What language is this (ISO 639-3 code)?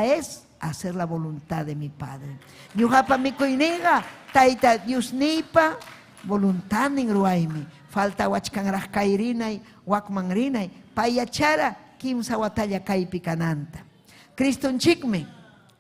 quy